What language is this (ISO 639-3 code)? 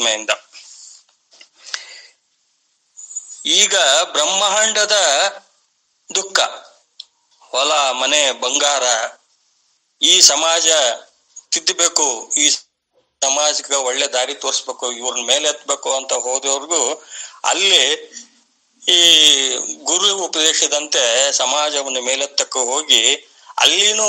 kan